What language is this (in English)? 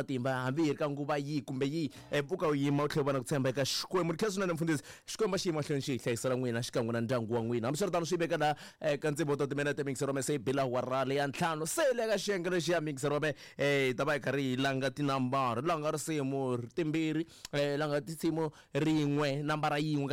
Tsonga